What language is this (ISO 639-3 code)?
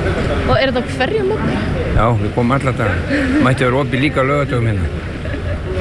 isl